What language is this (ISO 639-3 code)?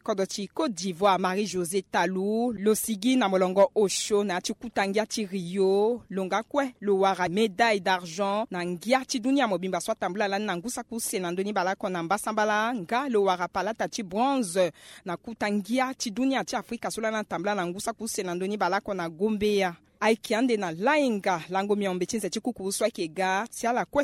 sag